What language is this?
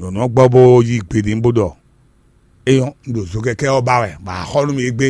Fon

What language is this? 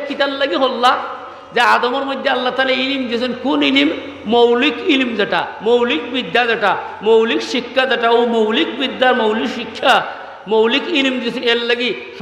Sylheti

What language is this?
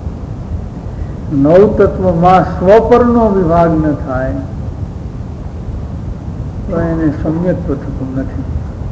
Gujarati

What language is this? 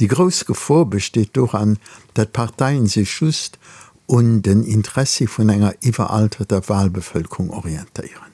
Luxembourgish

